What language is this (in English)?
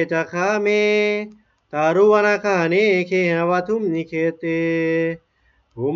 Pali